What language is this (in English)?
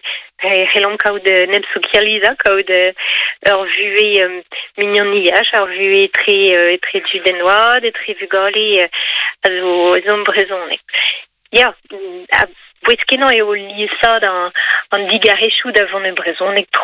Breton